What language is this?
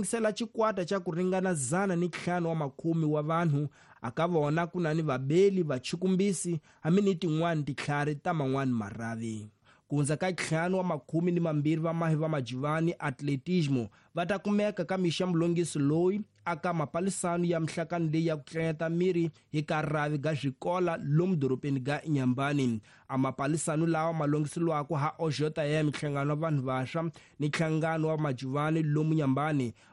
Tsonga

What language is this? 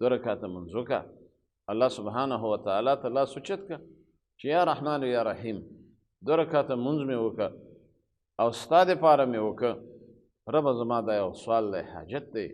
Pashto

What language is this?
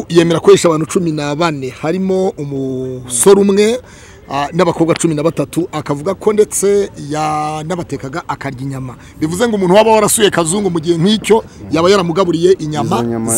Kinyarwanda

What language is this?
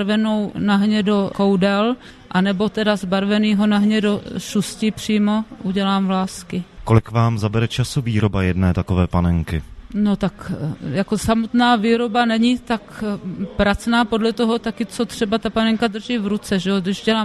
Czech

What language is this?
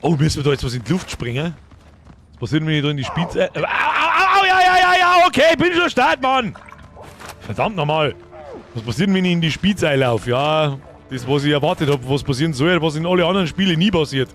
Bavarian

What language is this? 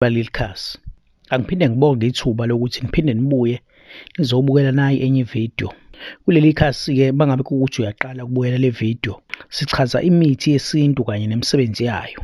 Zulu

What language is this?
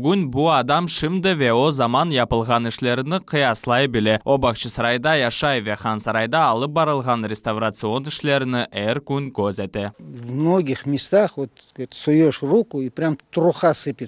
Crimean Tatar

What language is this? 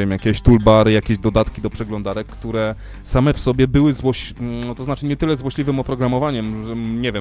Polish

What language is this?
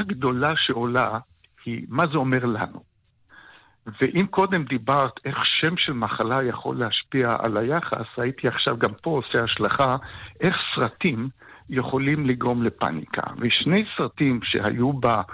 Hebrew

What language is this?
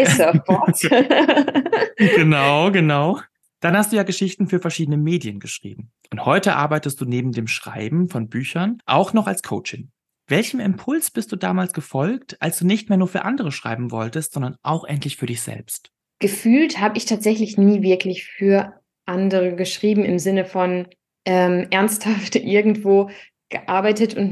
German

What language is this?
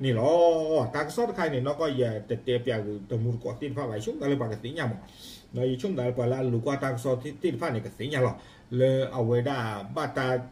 S'gaw Karen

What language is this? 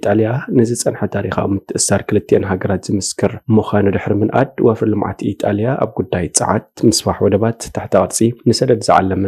Tigrinya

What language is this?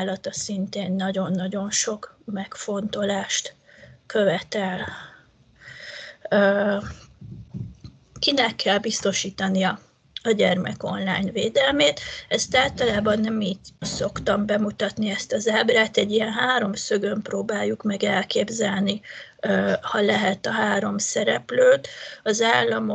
Hungarian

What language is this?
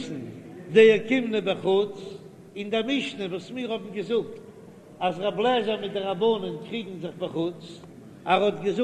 Yiddish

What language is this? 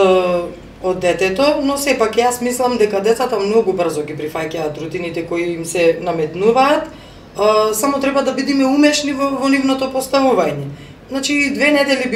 Macedonian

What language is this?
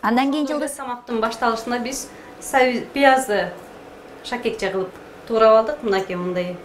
Kyrgyz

